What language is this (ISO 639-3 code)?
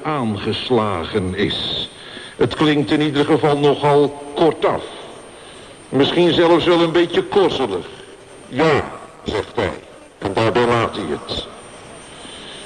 nld